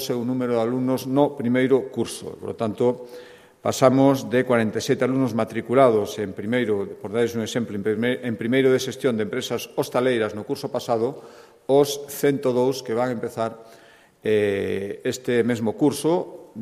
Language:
Galician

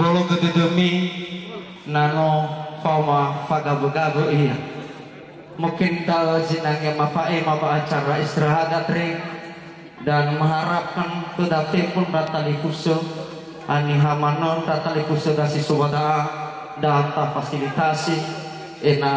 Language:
Nias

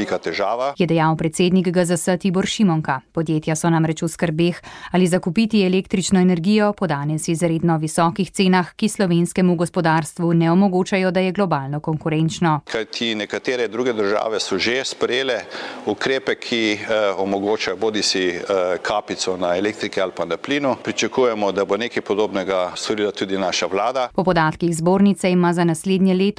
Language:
Slovenian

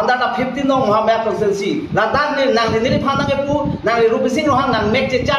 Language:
Karbi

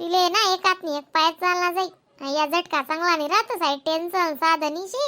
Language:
Khandesi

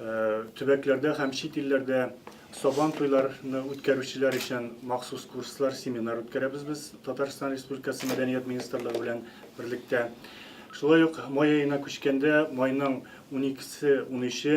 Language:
Tatar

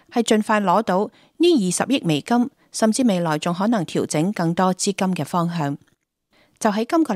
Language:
Cantonese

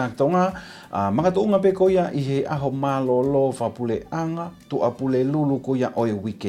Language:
Tongan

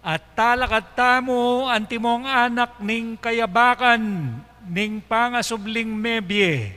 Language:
Pampanga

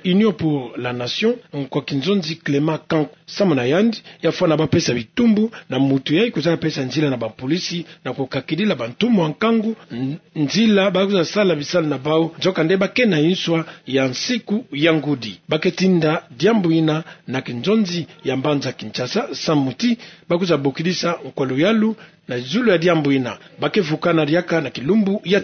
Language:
Kituba (Democratic Republic of Congo)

